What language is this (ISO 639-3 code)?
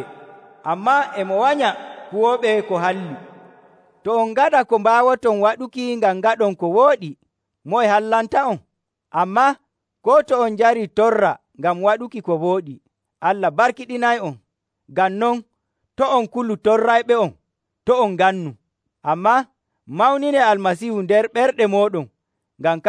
fuv